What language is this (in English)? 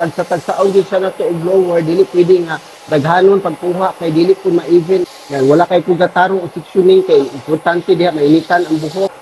Cebuano